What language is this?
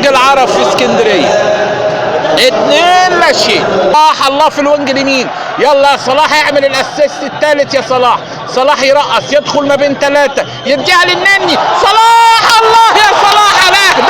Egyptian Arabic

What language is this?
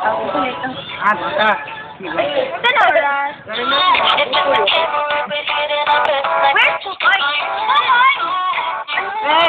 Cebuano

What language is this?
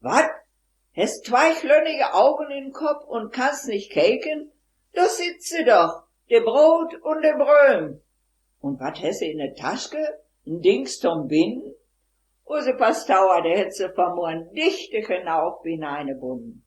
Westphalien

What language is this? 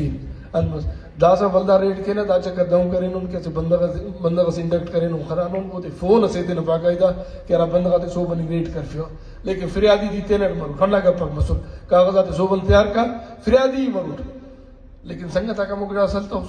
Brahui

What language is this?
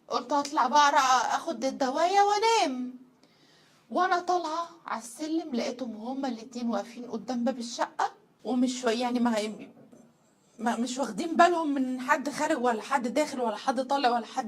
Egyptian Arabic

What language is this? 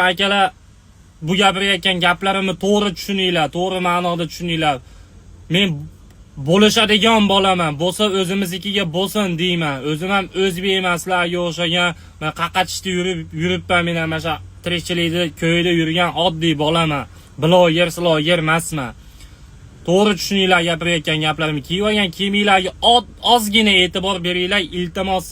Uzbek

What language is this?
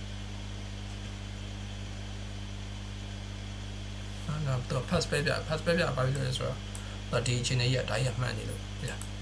Burmese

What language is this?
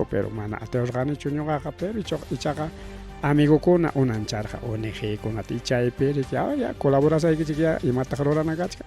Ayacucho Quechua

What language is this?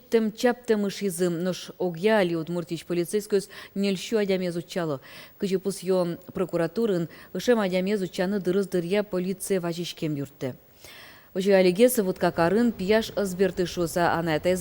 Udmurt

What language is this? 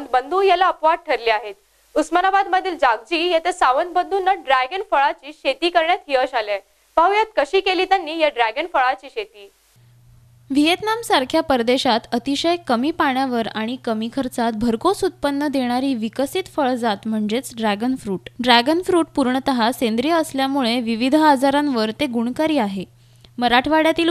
Marathi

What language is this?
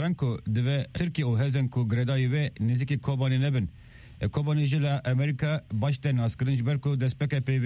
Kurdish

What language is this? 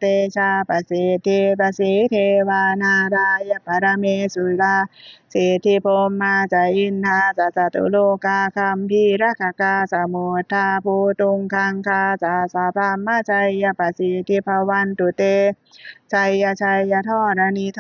Pali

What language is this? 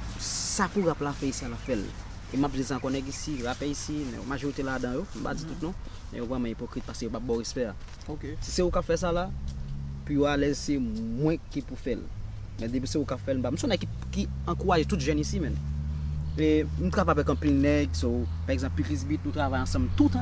Haitian Creole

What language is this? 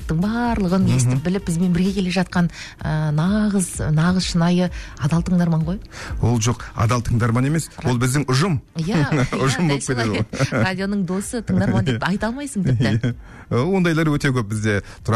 Kazakh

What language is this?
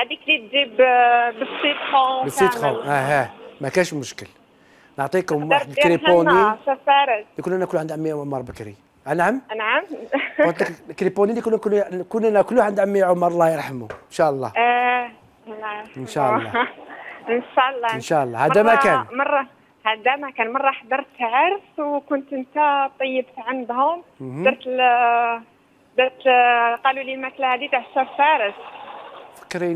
Algerian Arabic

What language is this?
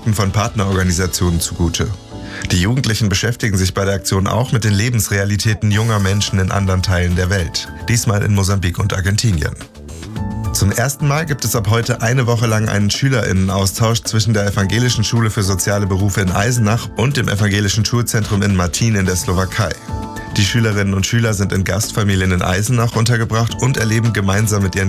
German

